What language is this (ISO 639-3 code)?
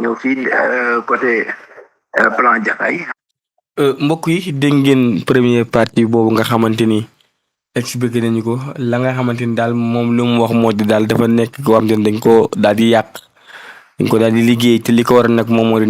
wol